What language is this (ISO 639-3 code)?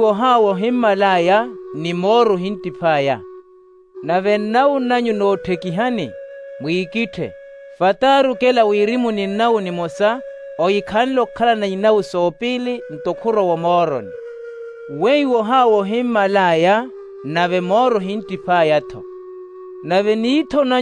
vmw